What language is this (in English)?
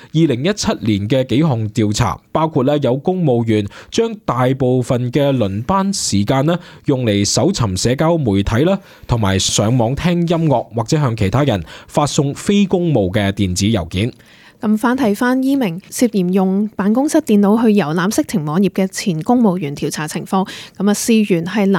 Cantonese